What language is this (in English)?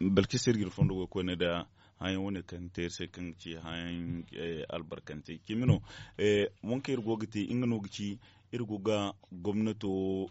Zarma